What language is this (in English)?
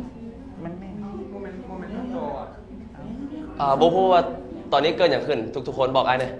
Lao